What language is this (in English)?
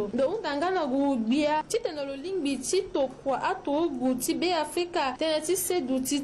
Sango